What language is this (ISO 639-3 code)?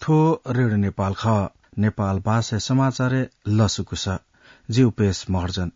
new